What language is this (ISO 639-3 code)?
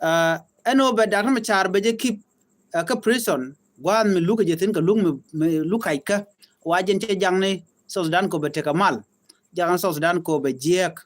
nus